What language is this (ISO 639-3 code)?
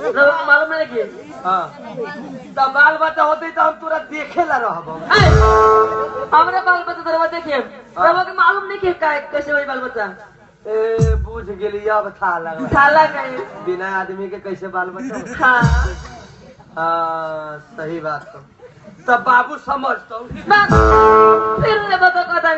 bho